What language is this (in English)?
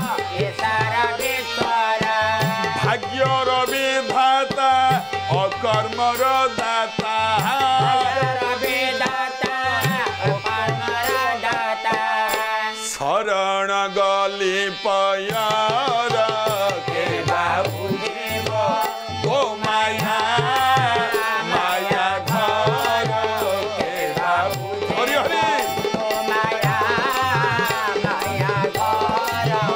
Odia